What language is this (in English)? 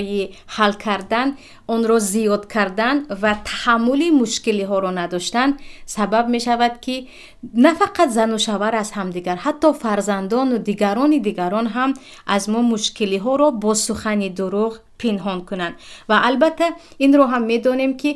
Tajik